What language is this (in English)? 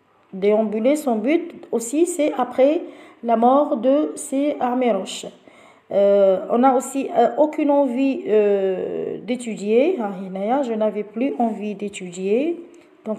French